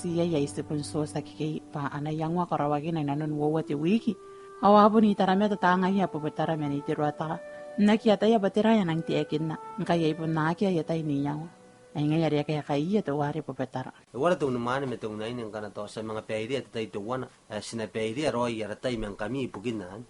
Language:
Gilbertese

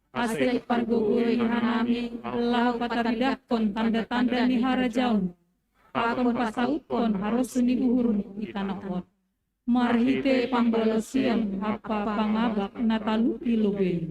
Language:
Batak Simalungun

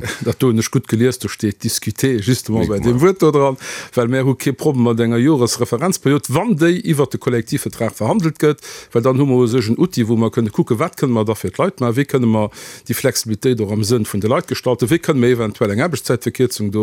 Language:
Luxembourgish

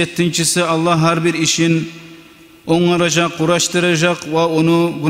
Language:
Kumyk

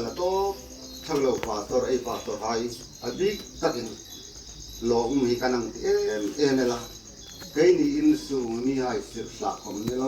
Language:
Hmar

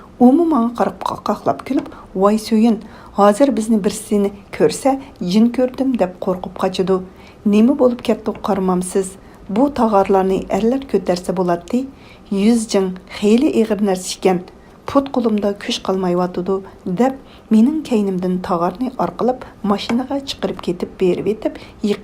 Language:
Uyghur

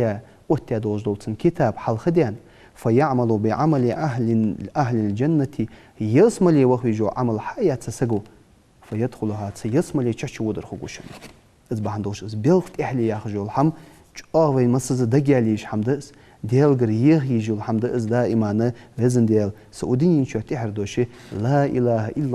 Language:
Ingush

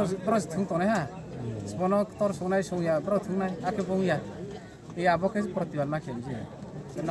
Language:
Riang (India)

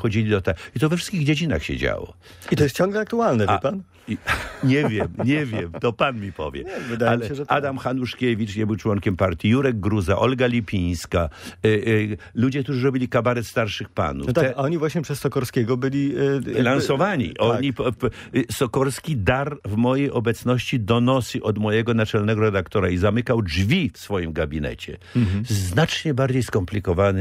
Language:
Polish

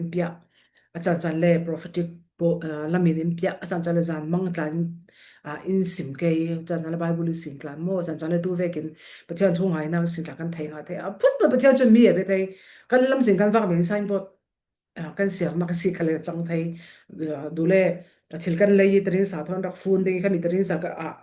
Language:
Falam Chin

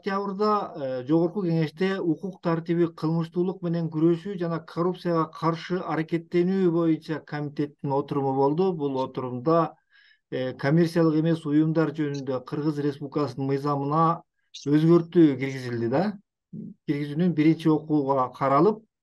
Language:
Kyrgyz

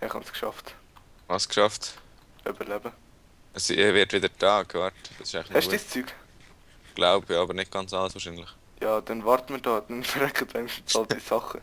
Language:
Swiss German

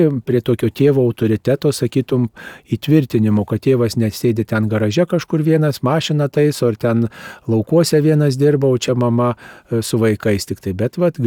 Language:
Lithuanian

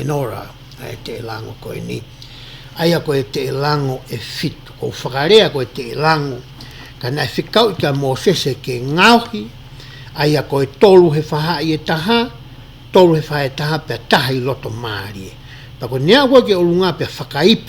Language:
Tongan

